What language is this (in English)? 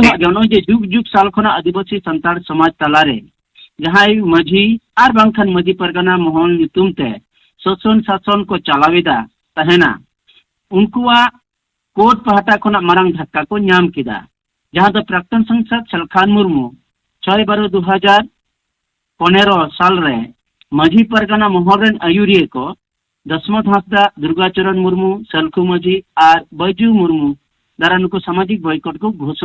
Santali